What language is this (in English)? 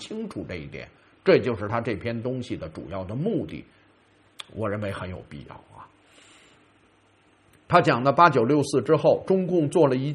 Chinese